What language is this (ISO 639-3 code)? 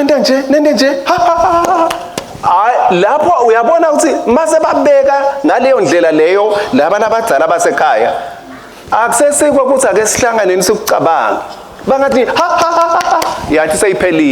ssw